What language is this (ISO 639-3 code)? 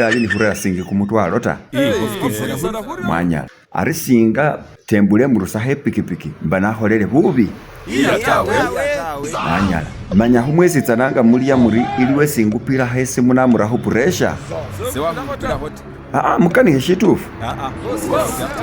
myx